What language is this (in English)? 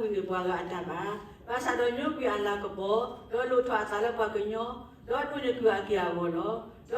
S'gaw Karen